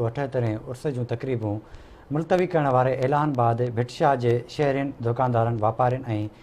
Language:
Sindhi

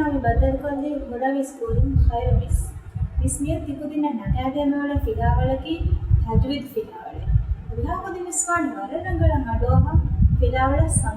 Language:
Divehi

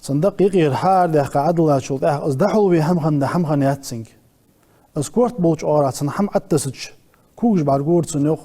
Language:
Ingush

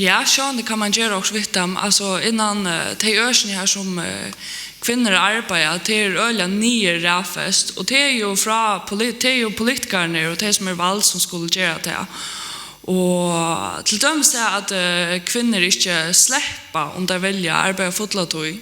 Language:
Faroese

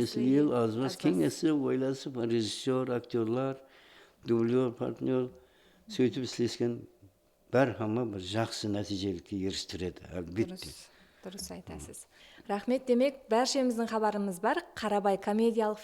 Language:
Kara-Kalpak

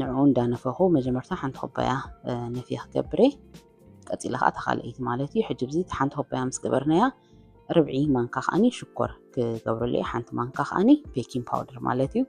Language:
Tigrinya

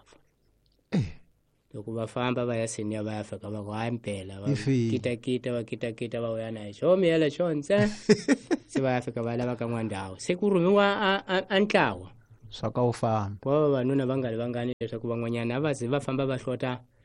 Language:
Tsonga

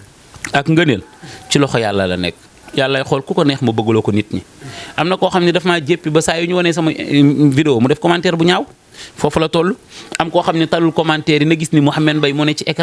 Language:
Wolof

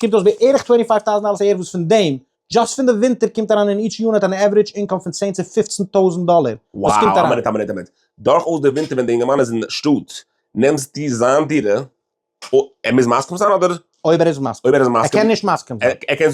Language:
Yiddish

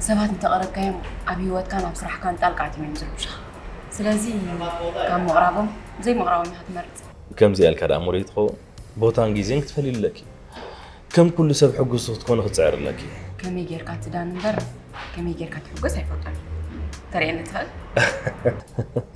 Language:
Tigrinya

